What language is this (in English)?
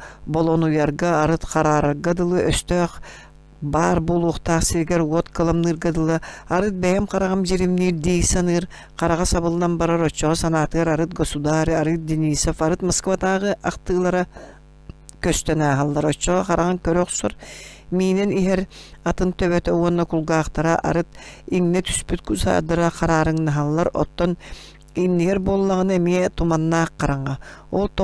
Yakut